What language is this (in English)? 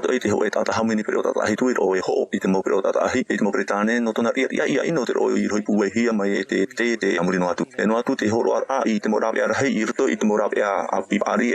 Tahitian